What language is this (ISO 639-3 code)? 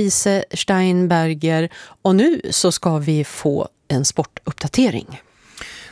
swe